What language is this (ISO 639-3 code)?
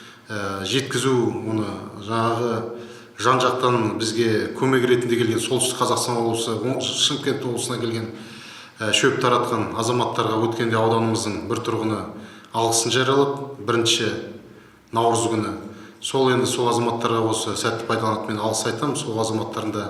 kaz